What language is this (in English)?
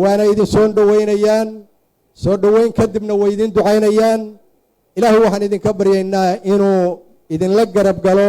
Somali